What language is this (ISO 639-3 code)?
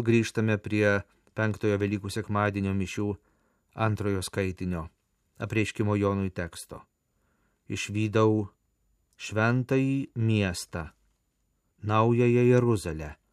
lit